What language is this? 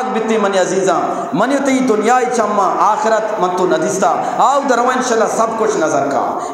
Eastern Balochi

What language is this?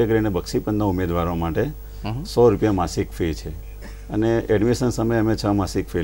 Gujarati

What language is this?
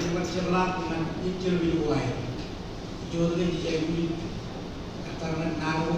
Marshallese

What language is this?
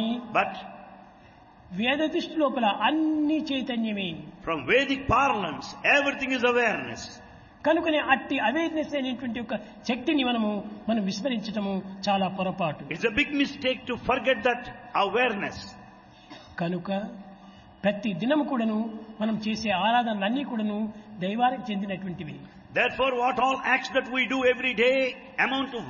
Telugu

